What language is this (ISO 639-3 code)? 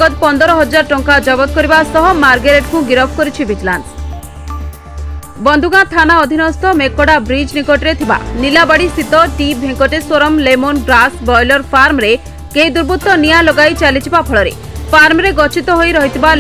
ori